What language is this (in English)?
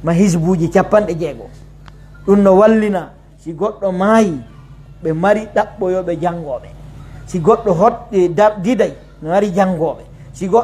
Pular